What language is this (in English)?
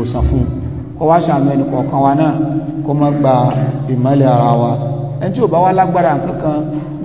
Yoruba